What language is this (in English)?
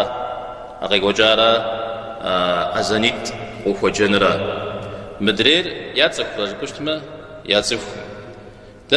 Kabardian